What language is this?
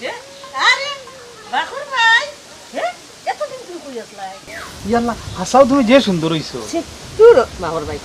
Sylheti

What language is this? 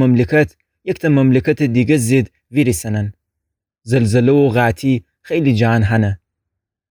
Gilaki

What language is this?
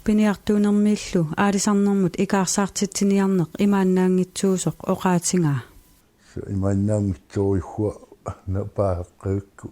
Kalaallisut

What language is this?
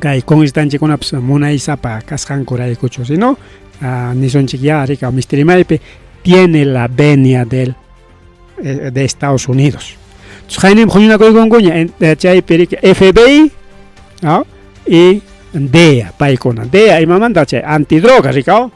Ayacucho Quechua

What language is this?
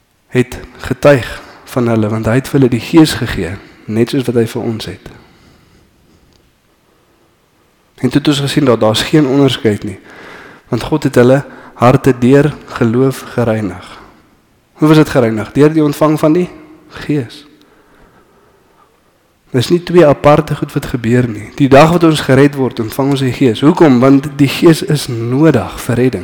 Afrikaans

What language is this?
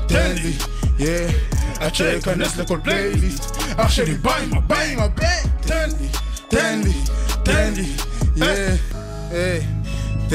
Hebrew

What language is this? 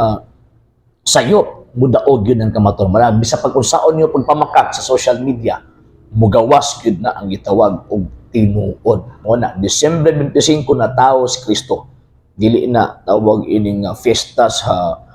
Cebuano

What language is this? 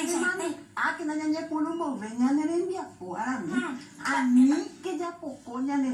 Guarani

